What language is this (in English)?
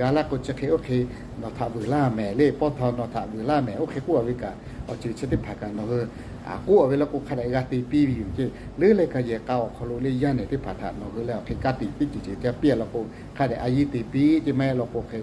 Lahu